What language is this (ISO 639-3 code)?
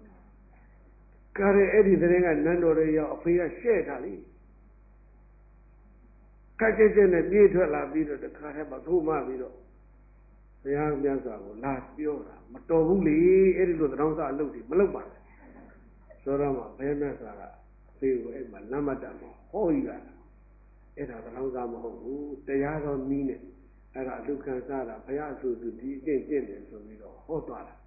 mya